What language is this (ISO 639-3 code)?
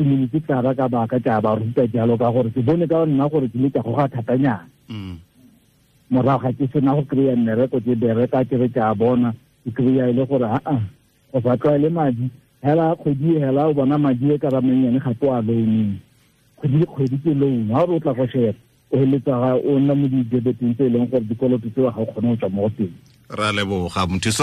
tsn